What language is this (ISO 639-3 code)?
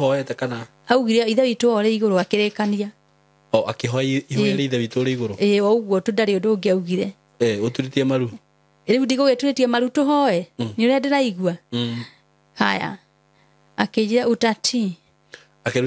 kik